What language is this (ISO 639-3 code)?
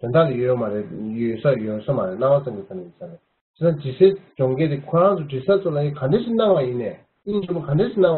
bod